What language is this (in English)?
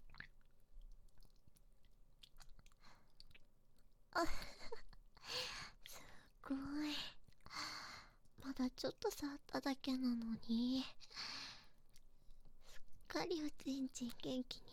Japanese